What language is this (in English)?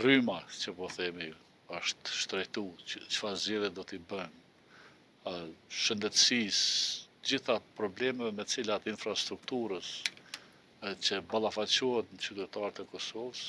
Albanian